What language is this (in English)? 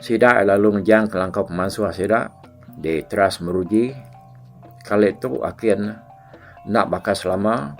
Iban